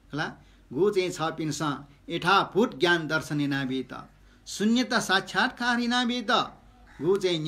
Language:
Newari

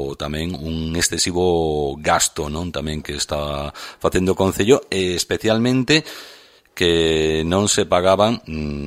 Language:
Galician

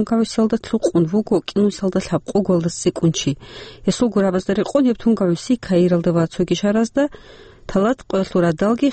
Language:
Avaric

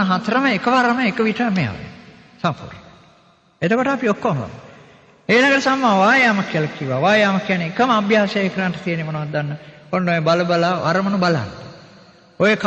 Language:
Sinhala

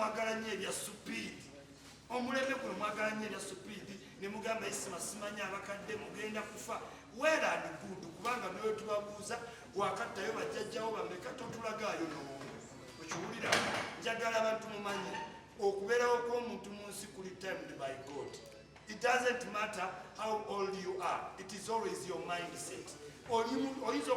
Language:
Ganda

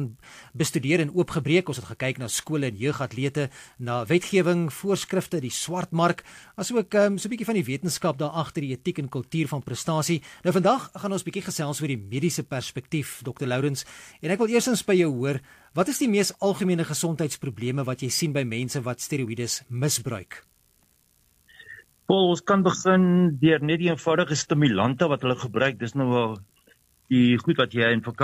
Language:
Afrikaans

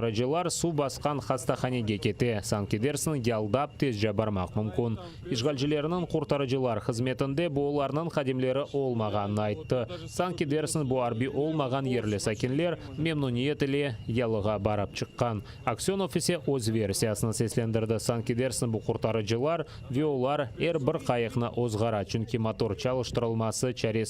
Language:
Crimean Tatar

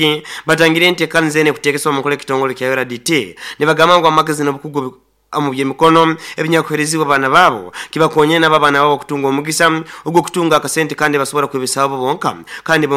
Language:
Nyankole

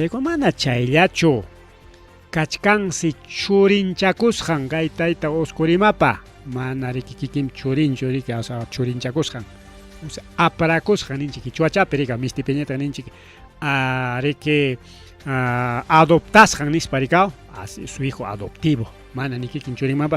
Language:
Ayacucho Quechua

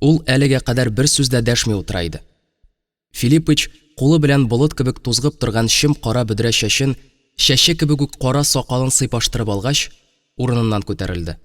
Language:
Tatar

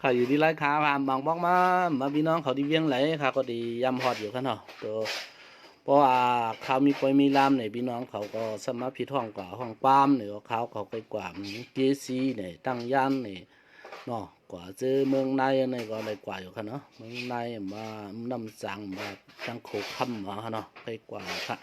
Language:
Shan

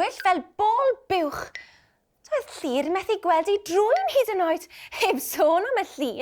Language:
Welsh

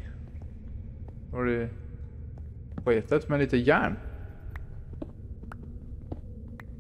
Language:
Swedish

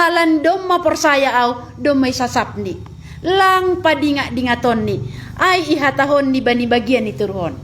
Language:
Batak Simalungun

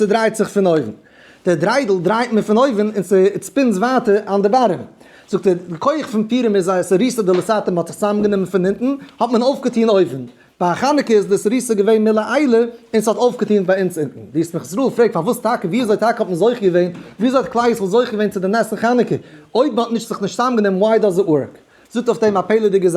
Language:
Yiddish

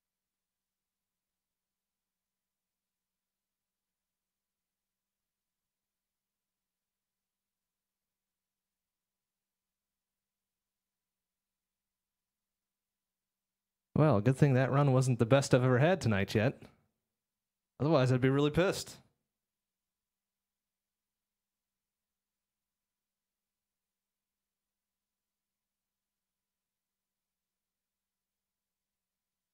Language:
English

